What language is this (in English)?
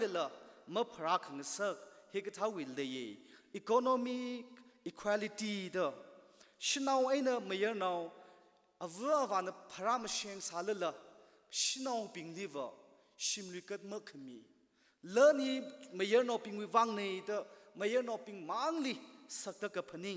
Tangkhul Naga (India)